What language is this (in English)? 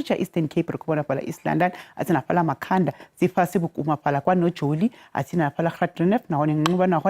Venda